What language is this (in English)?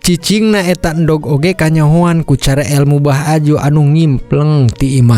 Sundanese